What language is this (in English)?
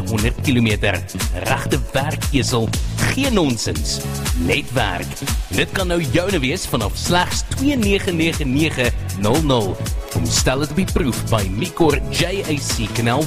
Afrikaans